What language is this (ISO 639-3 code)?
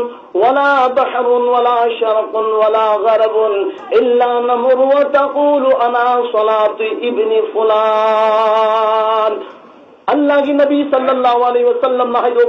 mni